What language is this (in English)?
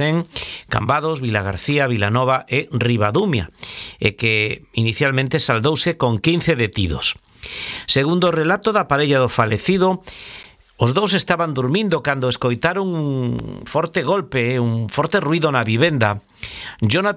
Galician